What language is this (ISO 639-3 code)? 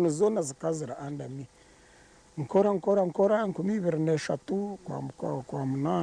nyn